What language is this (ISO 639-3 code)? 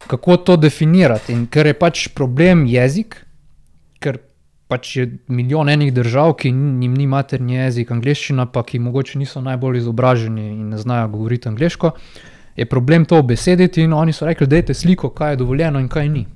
slv